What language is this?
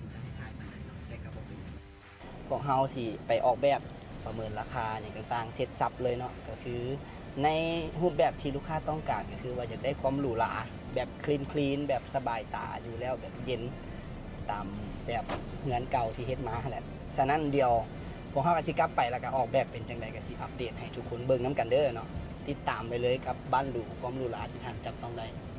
Lao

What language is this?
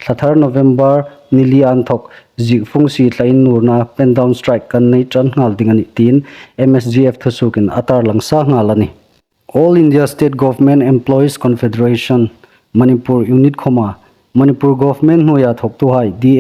Hmar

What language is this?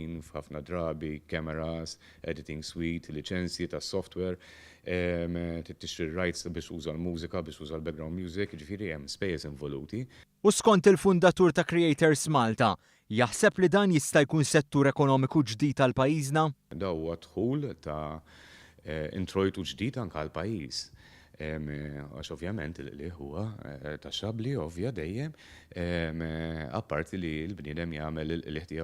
Maltese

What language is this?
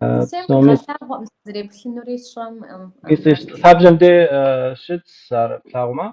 Kabardian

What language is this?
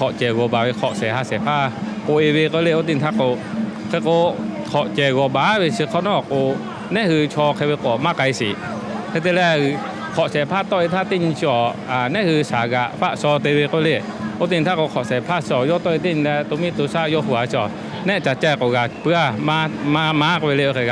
Lahu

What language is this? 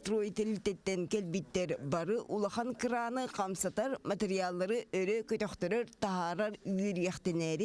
Yakut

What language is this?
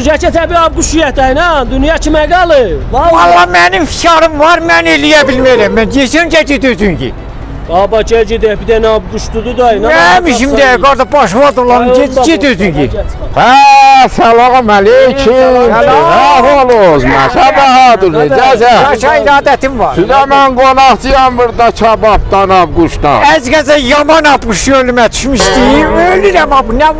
South Azerbaijani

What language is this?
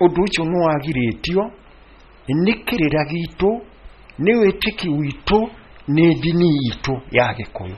Kikuyu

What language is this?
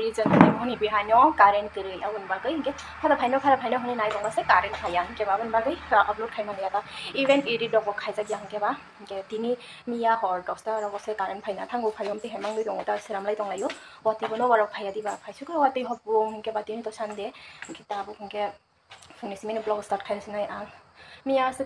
Kok Borok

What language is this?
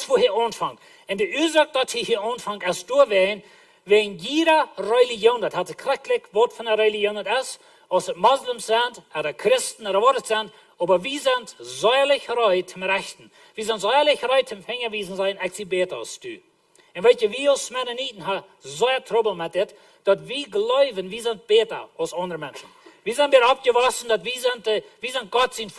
Plautdietsch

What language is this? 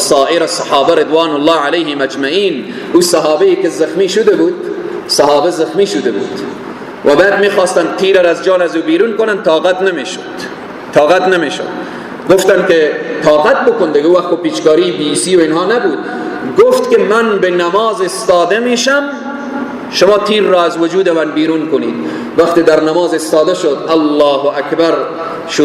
Persian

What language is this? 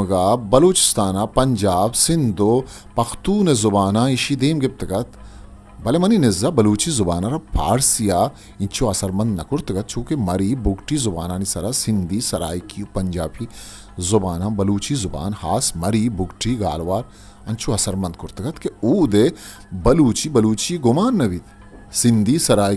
Eastern Balochi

